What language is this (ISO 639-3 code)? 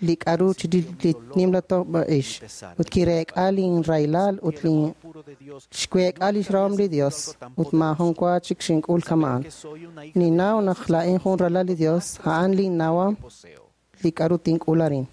kek